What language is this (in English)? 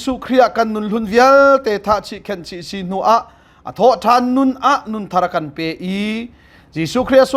Hakha Chin